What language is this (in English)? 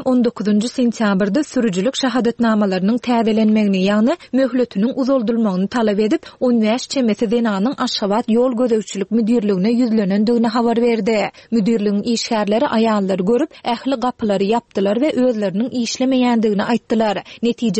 Turkmen